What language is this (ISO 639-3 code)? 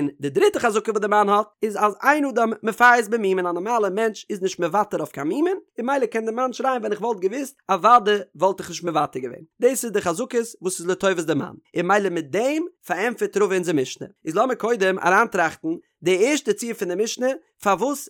yid